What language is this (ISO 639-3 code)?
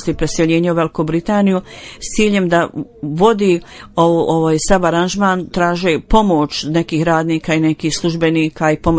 bos